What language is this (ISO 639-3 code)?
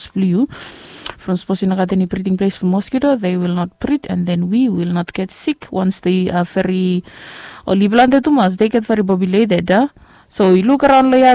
bis